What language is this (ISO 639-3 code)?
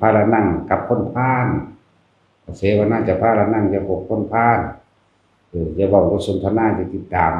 tts